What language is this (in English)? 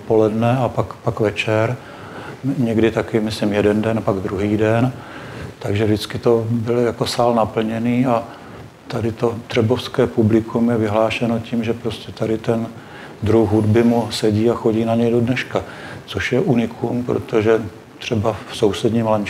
Czech